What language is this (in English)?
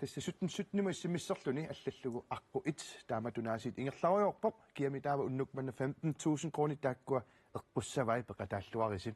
Kalaallisut